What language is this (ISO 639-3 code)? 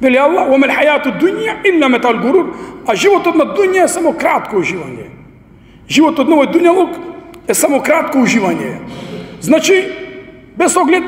mkd